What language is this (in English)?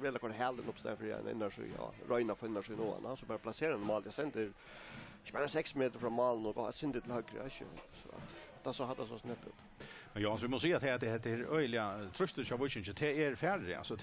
Faroese